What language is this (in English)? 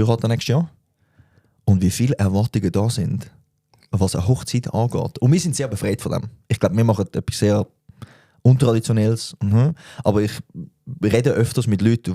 Swiss German